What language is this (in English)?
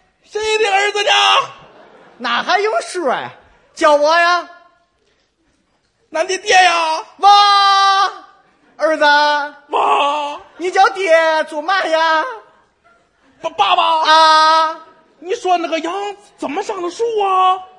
Chinese